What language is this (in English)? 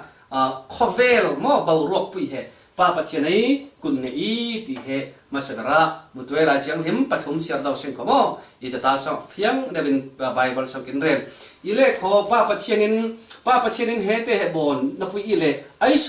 Falam Chin